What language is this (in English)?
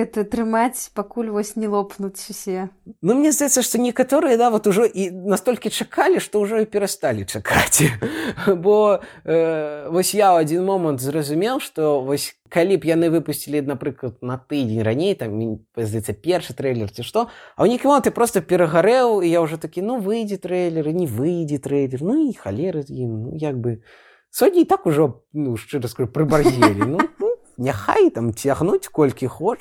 Belarusian